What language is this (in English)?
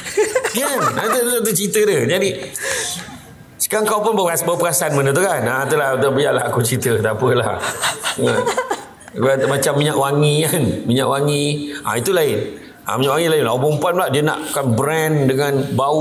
Malay